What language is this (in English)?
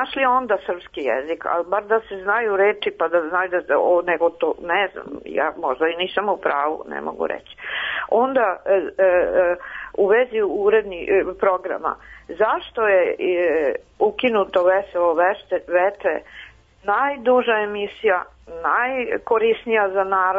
Serbian